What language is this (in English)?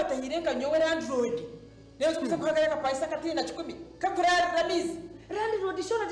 Nyankole